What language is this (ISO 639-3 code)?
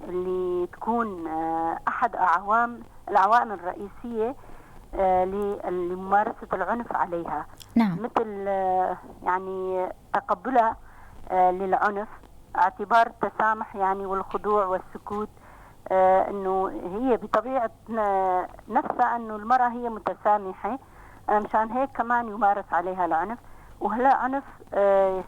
apc